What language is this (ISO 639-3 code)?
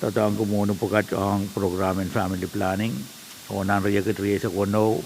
pon